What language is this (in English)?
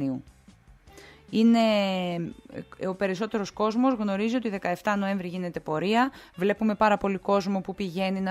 Greek